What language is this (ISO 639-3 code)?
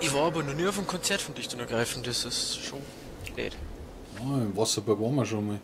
bar